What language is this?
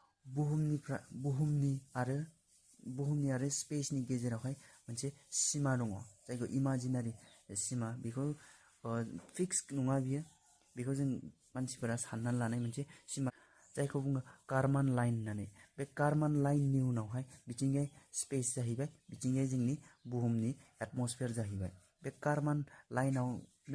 Bodo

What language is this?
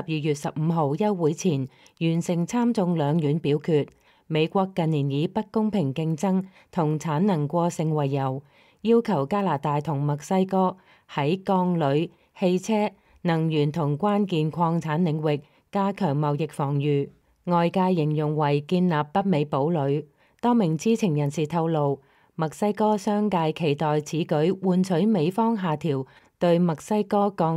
Cantonese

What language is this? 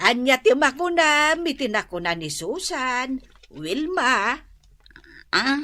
Iloko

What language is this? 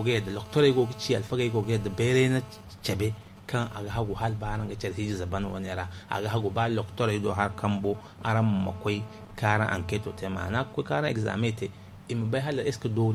Zarma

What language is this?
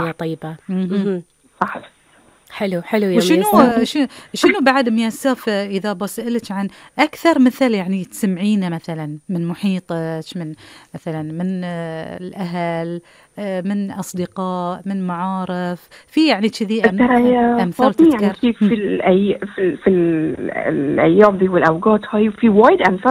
Gulf Arabic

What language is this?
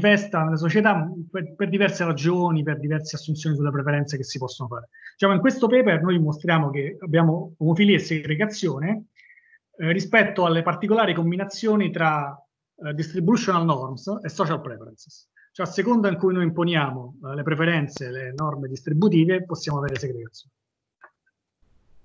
Italian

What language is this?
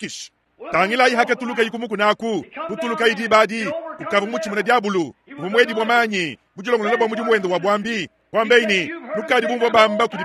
Luba-Lulua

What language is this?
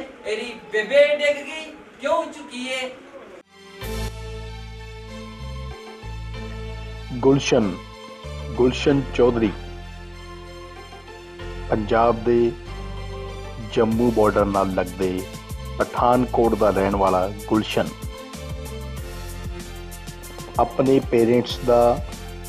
Punjabi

